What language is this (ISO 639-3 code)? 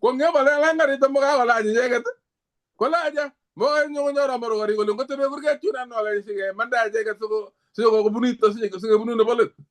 kln